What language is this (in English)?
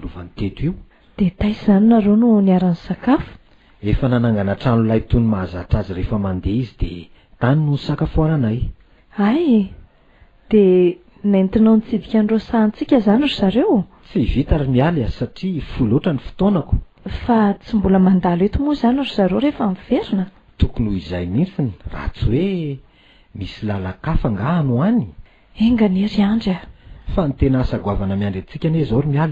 Malagasy